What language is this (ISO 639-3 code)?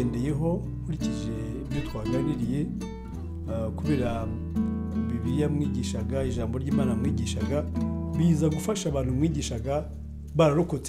kin